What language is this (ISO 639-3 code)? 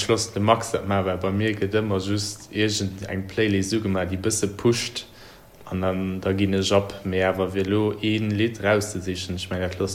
ltz